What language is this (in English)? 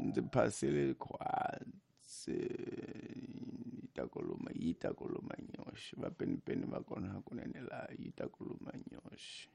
Tsonga